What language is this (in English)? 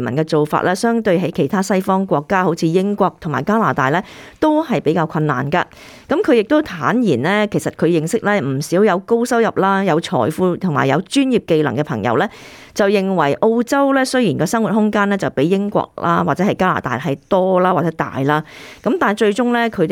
Cantonese